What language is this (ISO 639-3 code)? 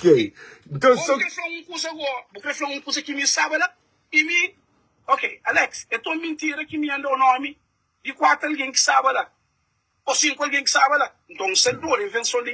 kea